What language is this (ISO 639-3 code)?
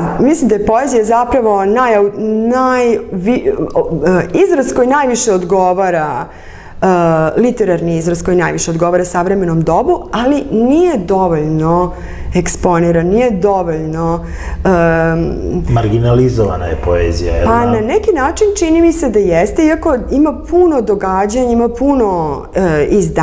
srp